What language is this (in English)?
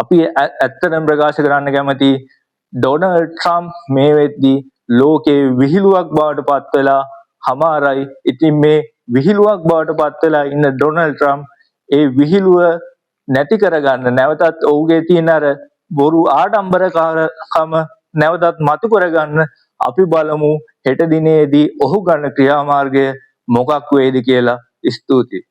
Sinhala